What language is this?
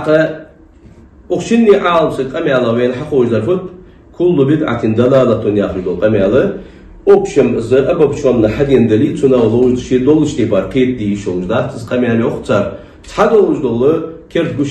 Ingush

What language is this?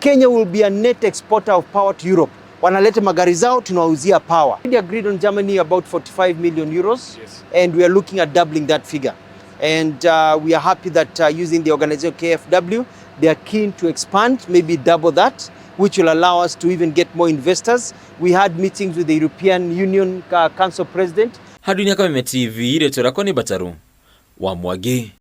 Kikuyu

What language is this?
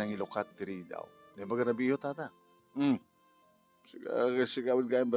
Iloko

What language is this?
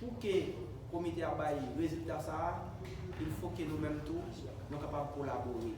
Haitian Creole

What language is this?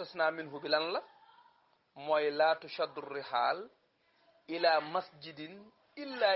Wolof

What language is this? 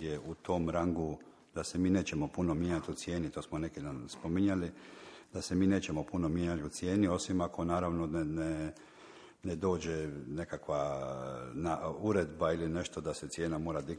Croatian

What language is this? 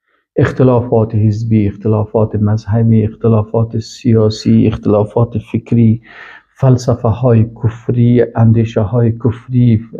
Persian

